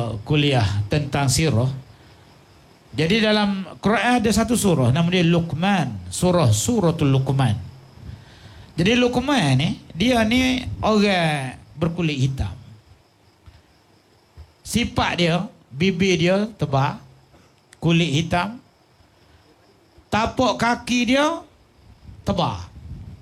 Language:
Malay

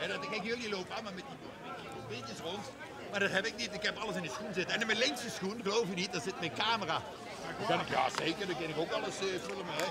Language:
Limburgish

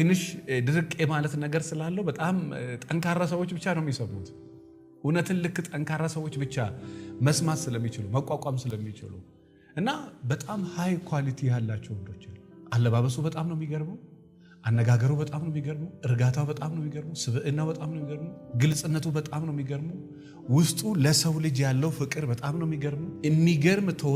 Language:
Amharic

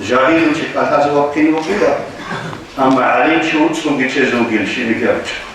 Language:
Avaric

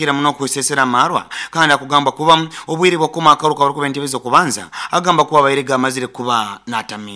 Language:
Nyoro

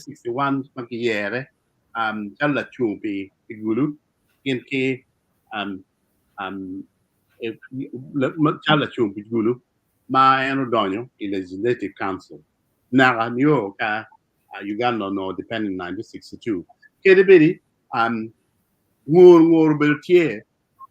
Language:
Acoli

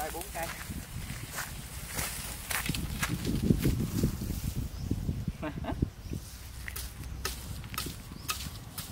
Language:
Vietnamese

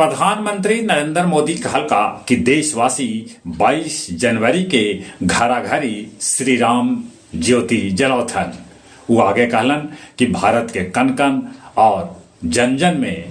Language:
Magahi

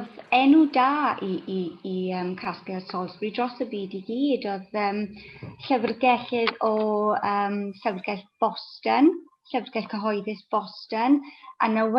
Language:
Welsh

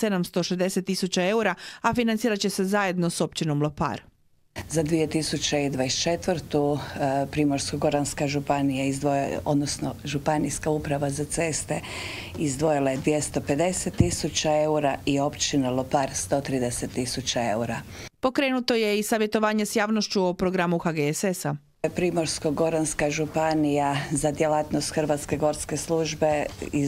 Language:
Croatian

